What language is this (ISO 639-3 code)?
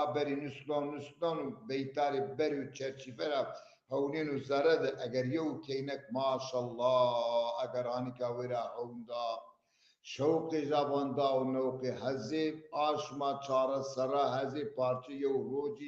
zza